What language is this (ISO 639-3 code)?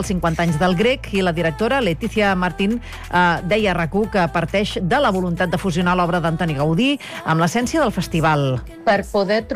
cat